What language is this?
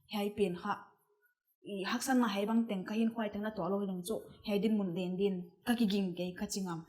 Paite Chin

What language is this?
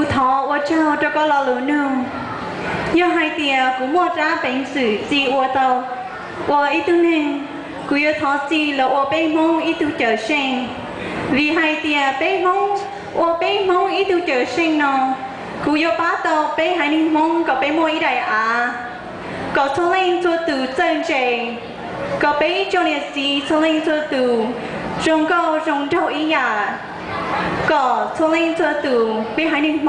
Hmong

